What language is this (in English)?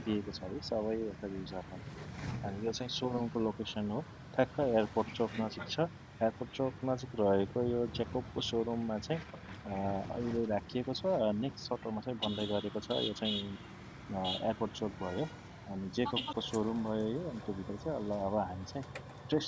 Nepali